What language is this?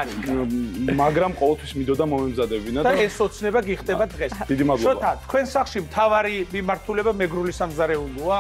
Georgian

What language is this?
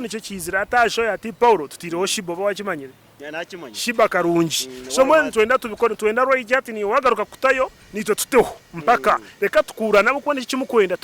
Nyankole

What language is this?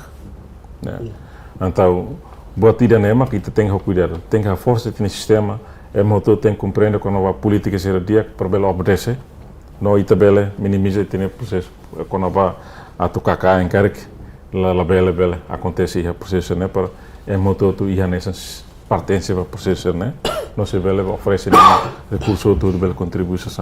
Tetum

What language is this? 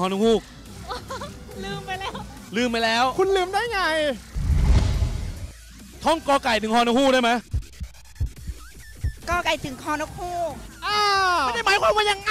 Thai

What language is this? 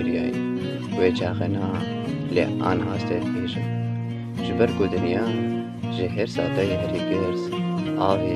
Kurdish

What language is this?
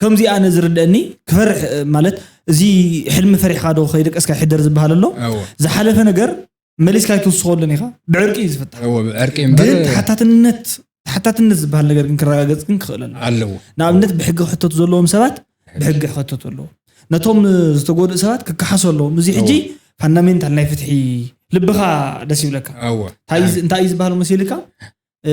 Tigrinya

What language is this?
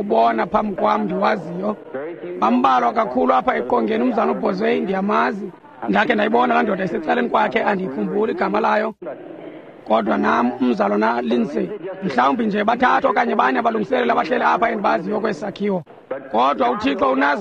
Xhosa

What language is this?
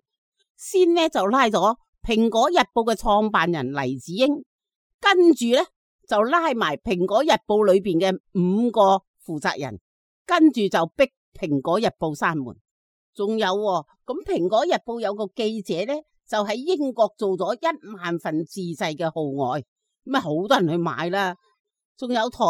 Cantonese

